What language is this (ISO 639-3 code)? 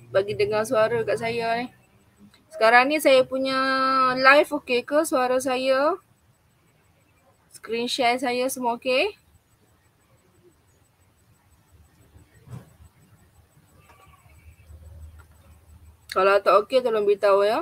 msa